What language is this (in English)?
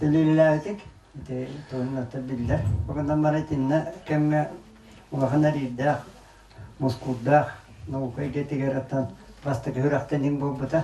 Yakut